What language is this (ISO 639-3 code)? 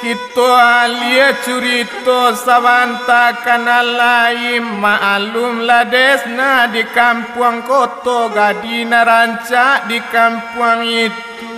min